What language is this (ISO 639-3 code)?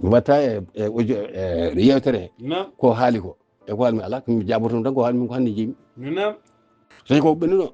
ful